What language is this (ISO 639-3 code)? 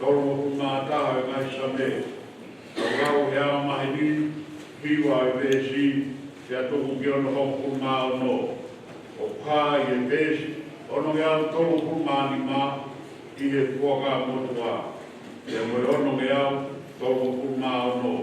ton